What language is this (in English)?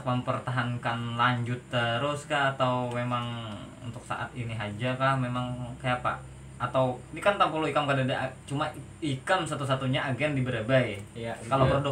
Banjar